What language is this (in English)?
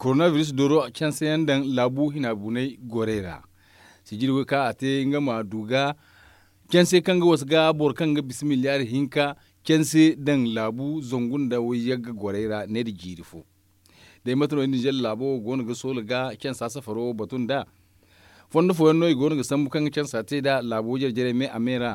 Zarma